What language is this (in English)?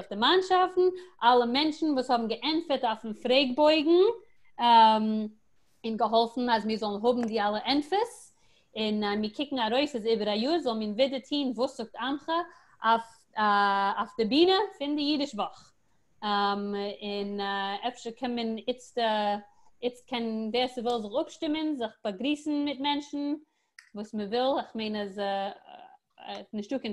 Yiddish